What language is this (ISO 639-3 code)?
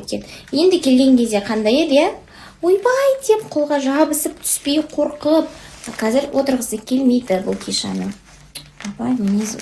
kaz